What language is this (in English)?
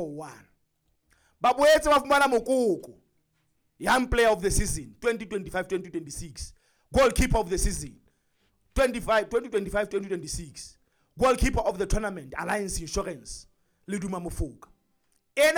Southern Sotho